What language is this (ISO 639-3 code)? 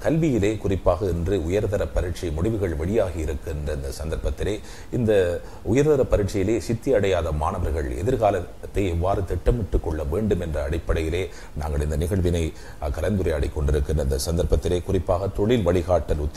tam